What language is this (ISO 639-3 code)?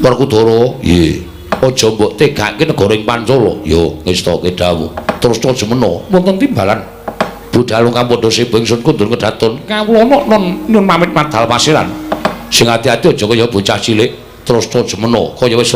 jav